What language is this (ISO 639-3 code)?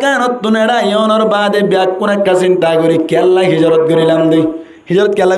rhg